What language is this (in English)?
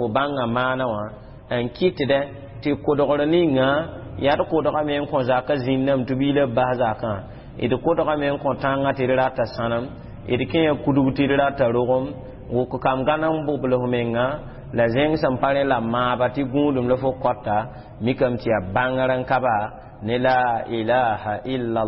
Mossi